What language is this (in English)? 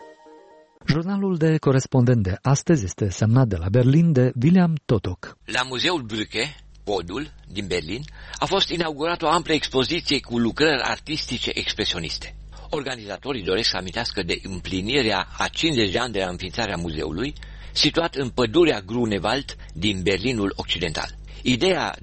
Romanian